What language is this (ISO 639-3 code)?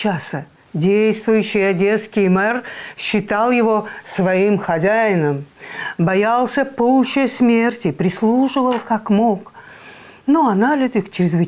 rus